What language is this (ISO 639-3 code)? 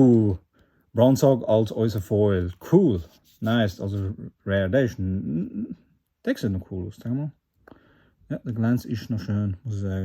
gsw